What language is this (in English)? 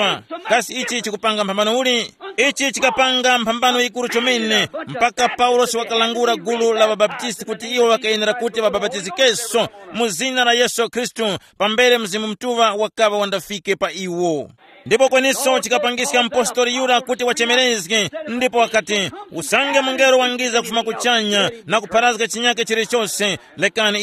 Tumbuka